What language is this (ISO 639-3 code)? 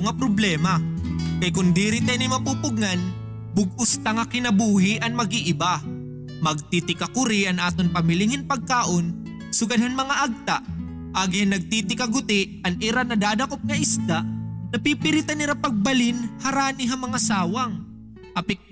war